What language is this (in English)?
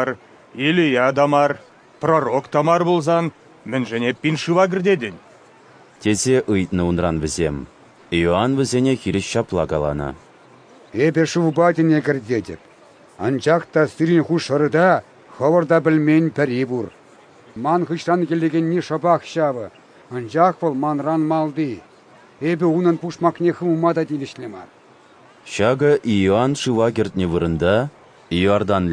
Chuvash